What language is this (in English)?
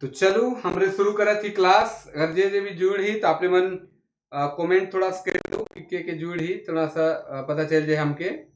Sadri